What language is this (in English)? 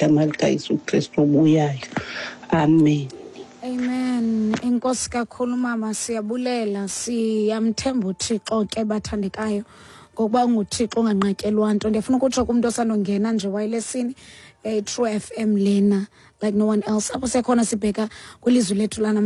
Xhosa